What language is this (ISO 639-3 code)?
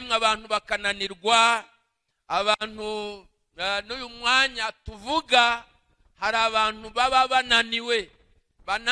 kin